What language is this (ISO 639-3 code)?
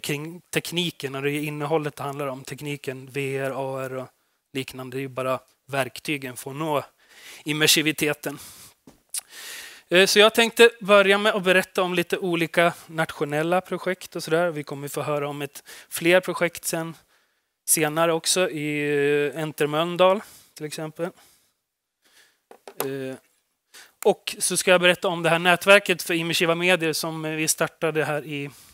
swe